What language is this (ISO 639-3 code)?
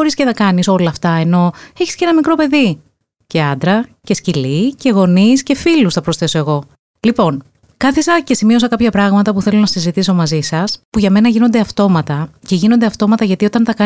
ell